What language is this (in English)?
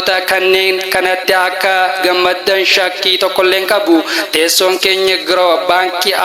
Oromo